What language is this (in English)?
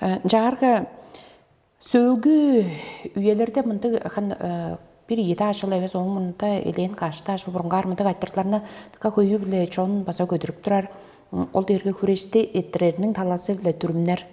Tuvinian